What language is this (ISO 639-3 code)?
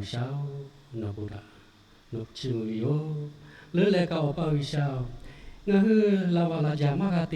lhu